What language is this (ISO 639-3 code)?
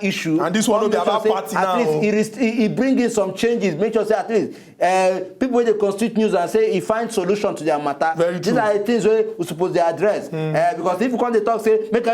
pcm